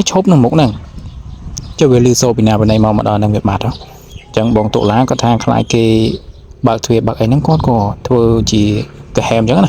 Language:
Khmer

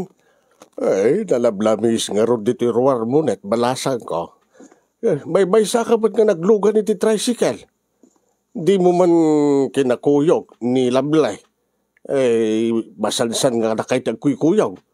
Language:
Iloko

